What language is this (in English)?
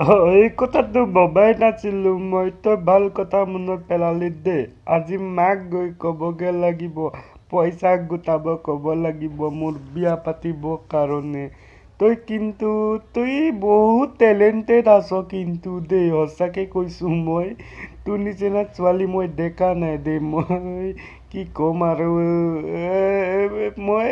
Assamese